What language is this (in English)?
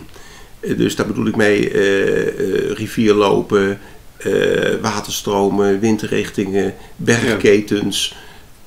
Dutch